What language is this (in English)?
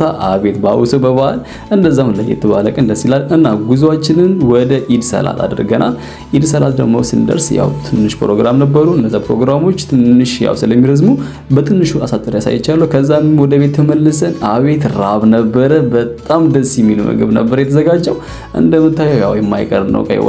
Amharic